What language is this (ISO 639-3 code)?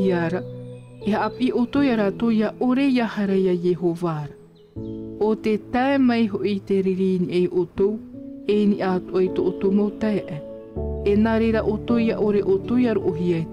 tah